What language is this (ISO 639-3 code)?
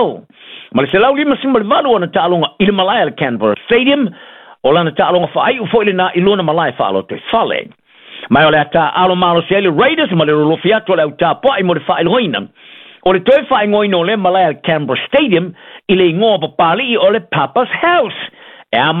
smo